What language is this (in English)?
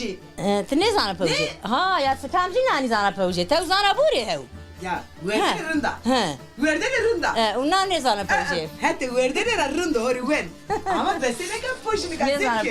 Zaza